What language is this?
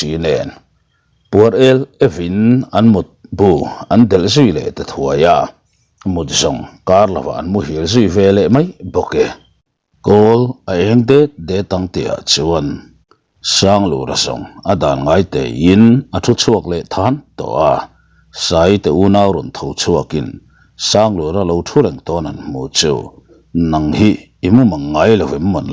Mizo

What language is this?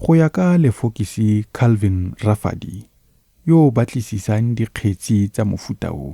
Tswana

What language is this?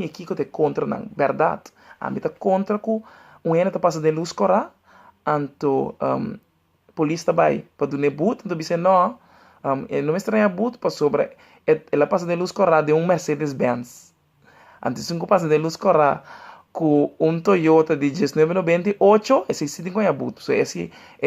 Papiamento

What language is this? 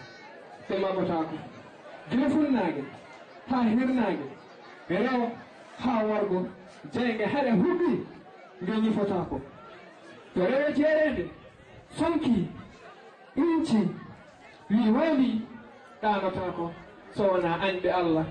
Fula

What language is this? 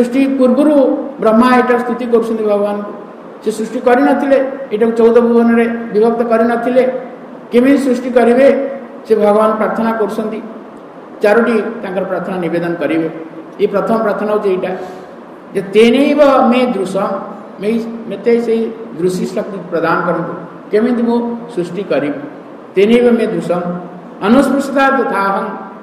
Odia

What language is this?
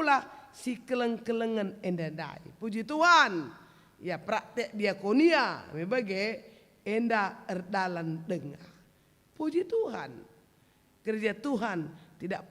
Batak Karo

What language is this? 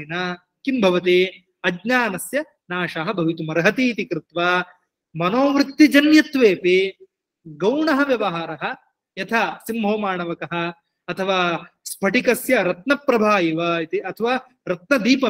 Sanskrit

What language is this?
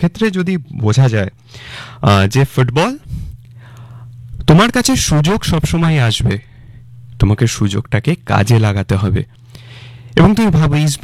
Bangla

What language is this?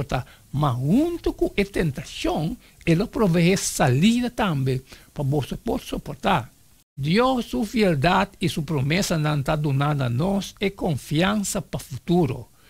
Papiamento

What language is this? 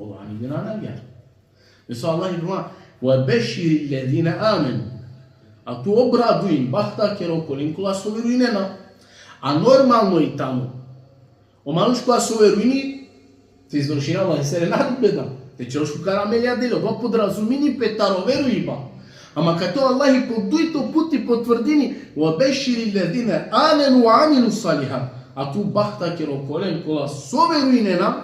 Balkan Romani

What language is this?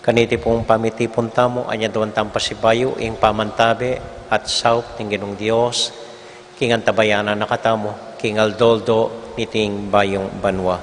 Pampanga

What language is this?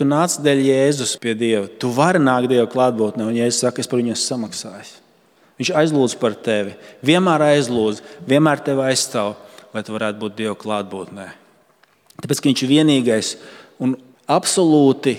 Latvian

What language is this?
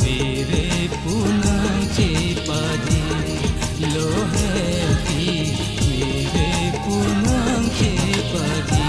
Karbi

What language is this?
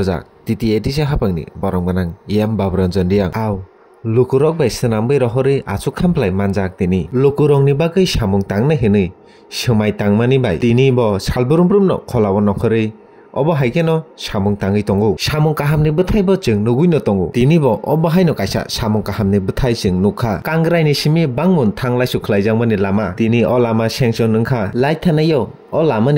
Kok Borok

